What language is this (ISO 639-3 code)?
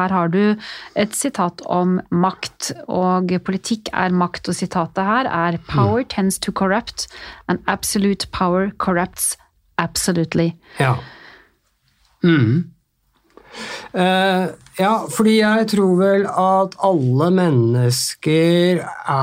nor